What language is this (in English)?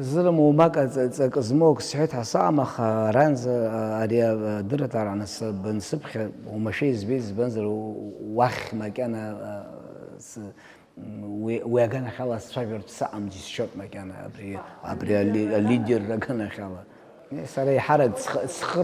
Abkhazian